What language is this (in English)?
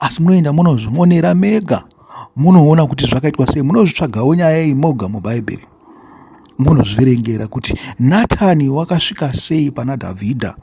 Shona